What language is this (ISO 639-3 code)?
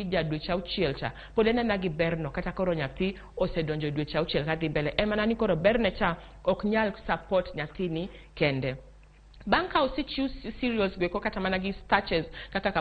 luo